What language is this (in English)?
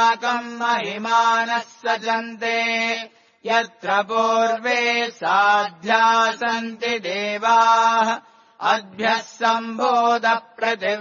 Sanskrit